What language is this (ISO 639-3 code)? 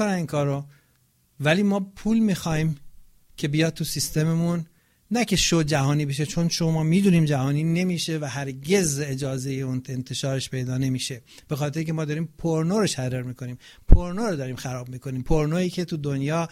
fas